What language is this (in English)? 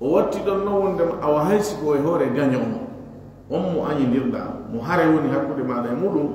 Fula